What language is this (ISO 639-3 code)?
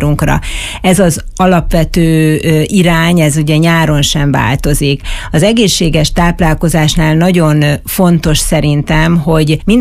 hun